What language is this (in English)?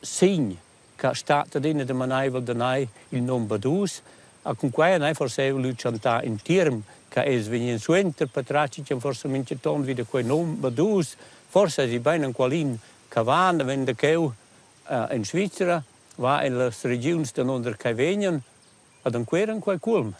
Romansh